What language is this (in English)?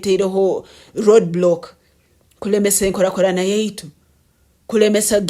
Nyoro